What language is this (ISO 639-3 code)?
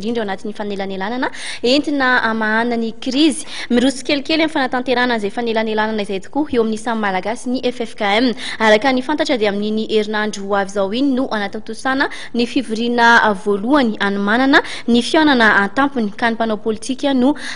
mlg